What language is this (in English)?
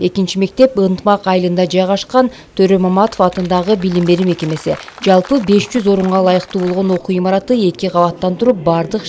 Kyrgyz